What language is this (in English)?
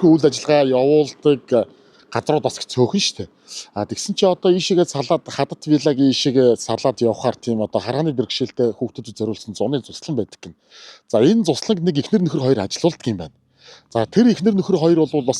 Mongolian